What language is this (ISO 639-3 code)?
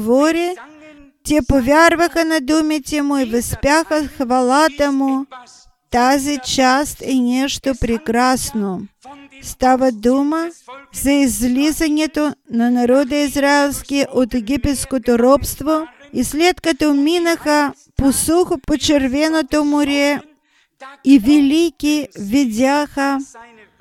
bul